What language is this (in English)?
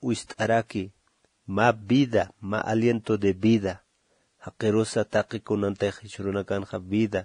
Aymara